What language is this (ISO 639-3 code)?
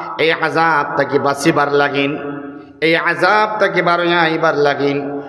syl